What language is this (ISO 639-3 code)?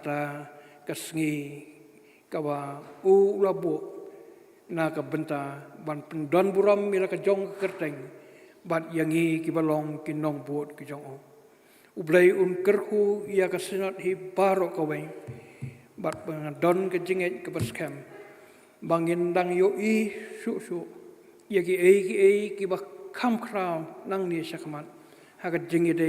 kha